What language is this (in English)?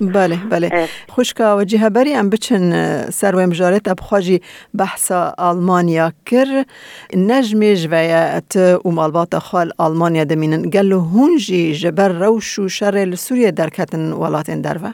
Kurdish